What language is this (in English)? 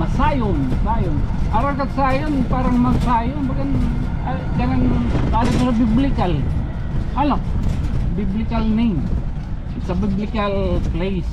Waray